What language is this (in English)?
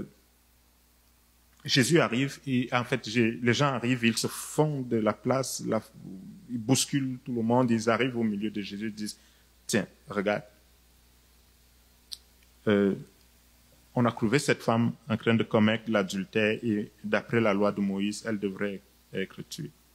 French